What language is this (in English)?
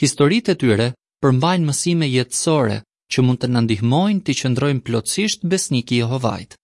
Albanian